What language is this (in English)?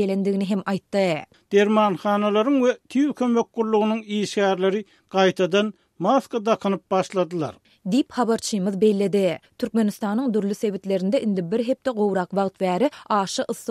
Turkmen